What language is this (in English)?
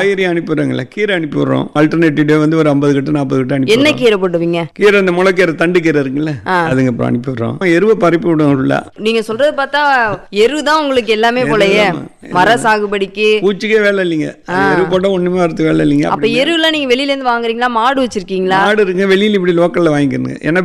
Tamil